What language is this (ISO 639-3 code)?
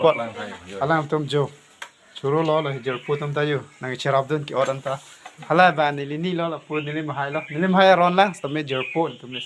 mjw